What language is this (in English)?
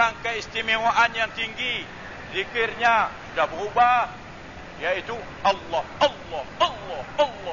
Malay